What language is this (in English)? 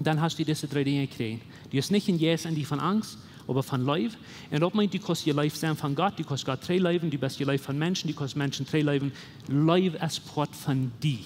Plautdietsch